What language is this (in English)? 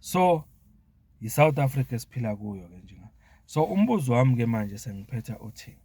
Zulu